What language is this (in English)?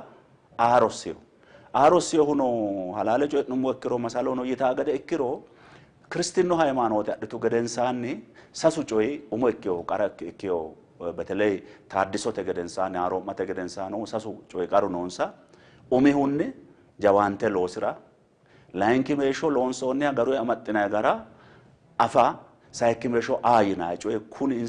Sidamo